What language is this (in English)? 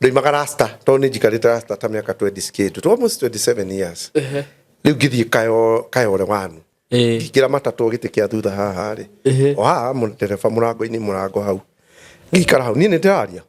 Kikuyu